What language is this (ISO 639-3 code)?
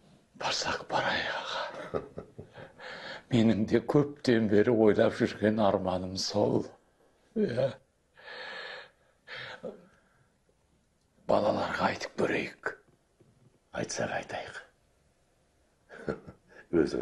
kaz